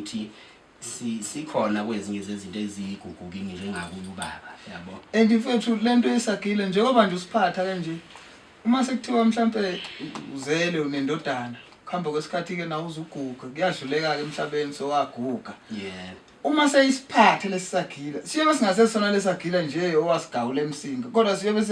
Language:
Zulu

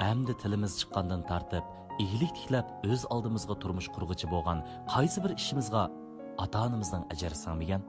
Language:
Uyghur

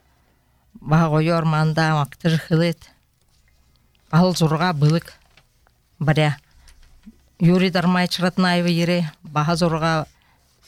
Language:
Buriat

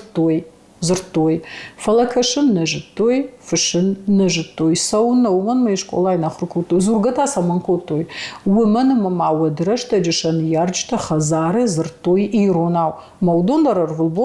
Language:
Ossetic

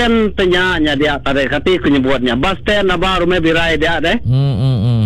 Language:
Iban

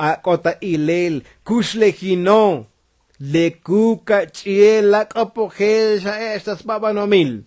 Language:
Tzotzil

